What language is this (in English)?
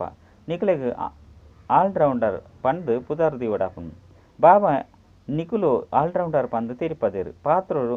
Tulu